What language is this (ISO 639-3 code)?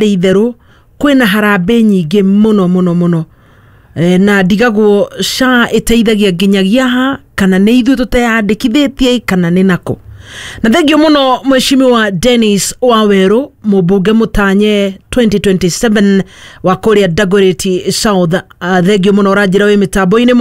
kik